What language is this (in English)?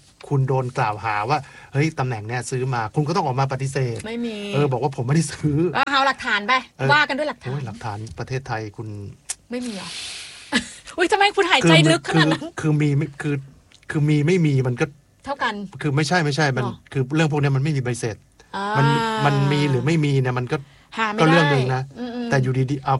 Thai